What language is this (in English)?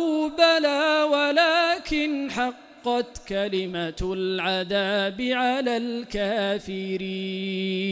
Arabic